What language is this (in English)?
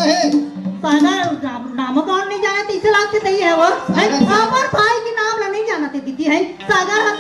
Chhattisgarhi